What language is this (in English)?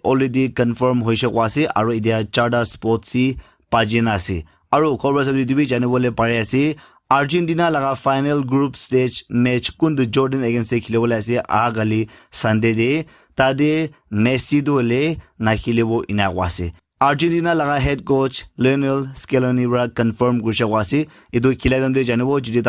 Naga Pidgin